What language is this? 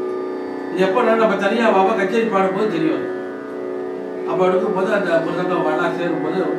Tamil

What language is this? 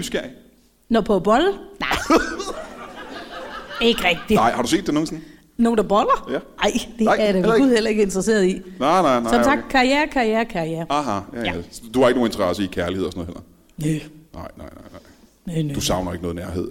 Danish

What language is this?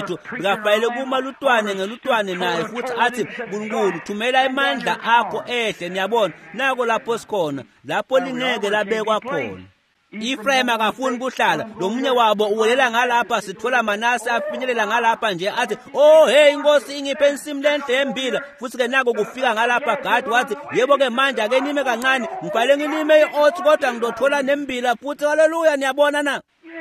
Swati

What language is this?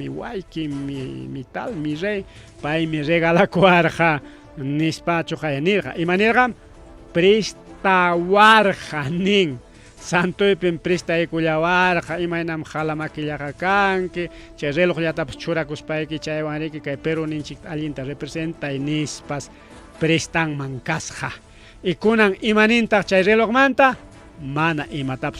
Ayacucho Quechua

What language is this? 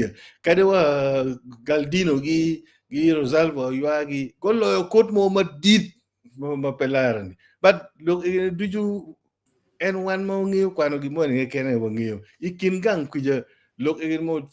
Acoli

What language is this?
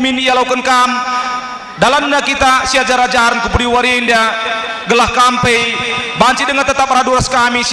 Batak Karo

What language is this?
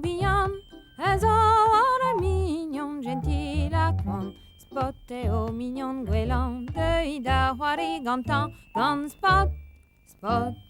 Breton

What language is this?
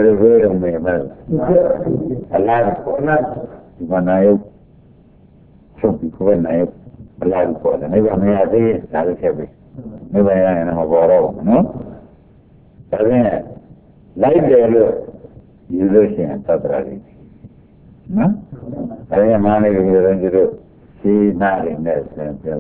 Burmese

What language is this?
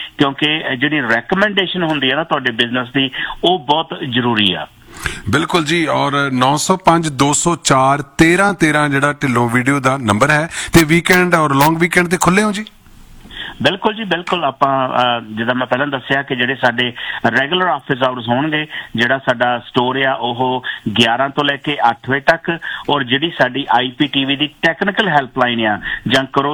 Punjabi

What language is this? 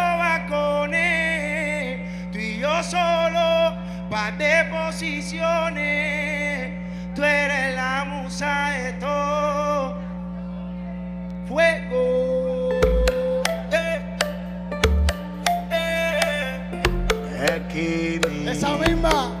Spanish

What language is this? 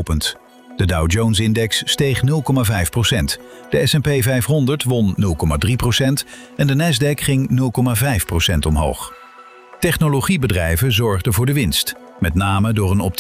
Dutch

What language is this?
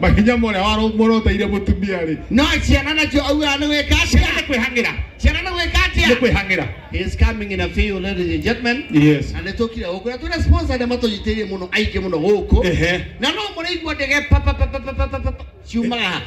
Kikuyu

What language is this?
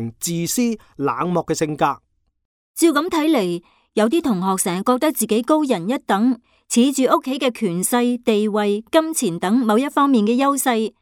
Cantonese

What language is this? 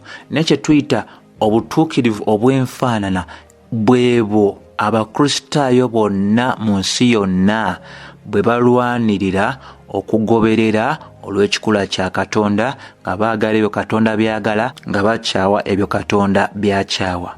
Ganda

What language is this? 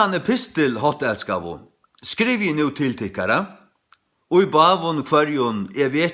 Faroese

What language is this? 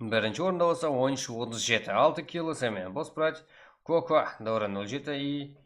Kara-Kalpak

